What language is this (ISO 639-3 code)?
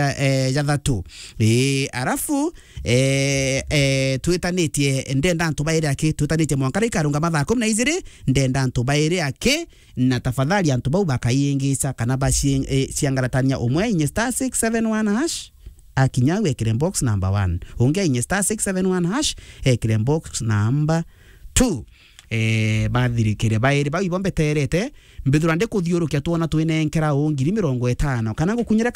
mer